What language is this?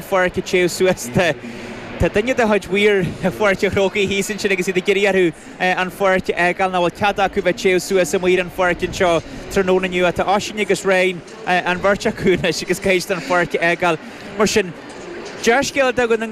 Irish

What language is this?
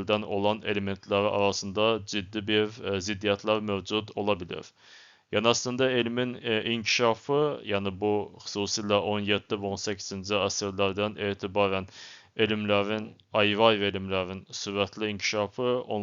Azerbaijani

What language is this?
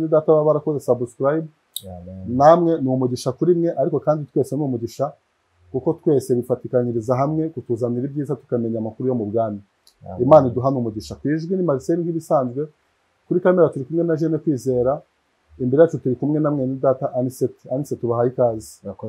Kinyarwanda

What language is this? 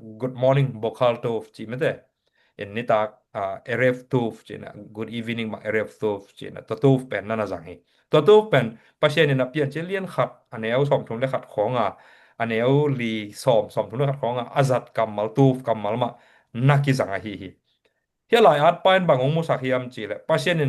Tedim Chin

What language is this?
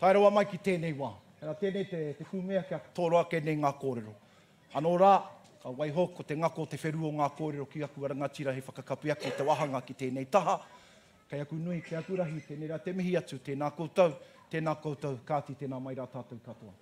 Māori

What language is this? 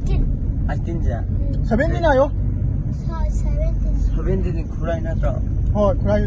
Manipuri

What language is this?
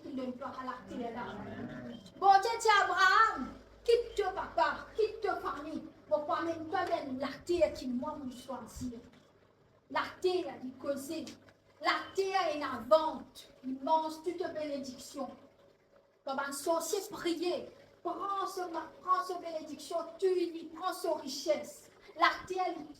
Morisyen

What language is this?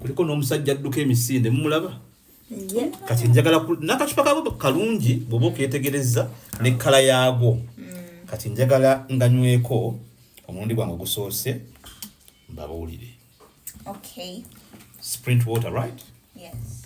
Ganda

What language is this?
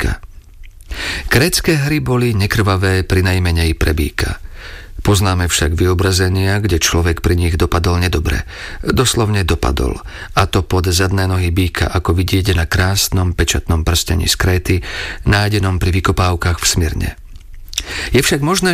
Slovak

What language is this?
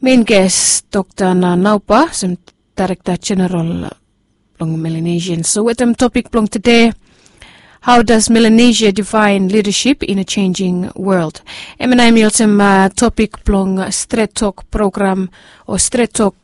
Bislama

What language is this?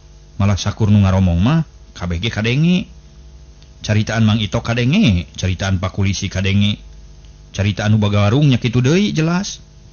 Sundanese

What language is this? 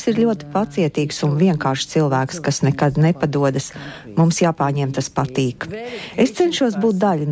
Latvian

